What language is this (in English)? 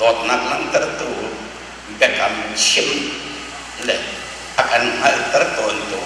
Hakha Chin